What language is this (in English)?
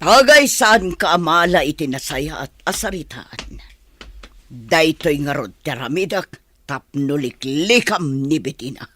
Iloko